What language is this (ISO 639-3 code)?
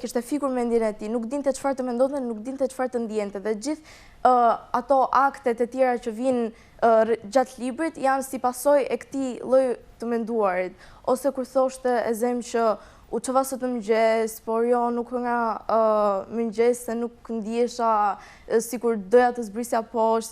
sqi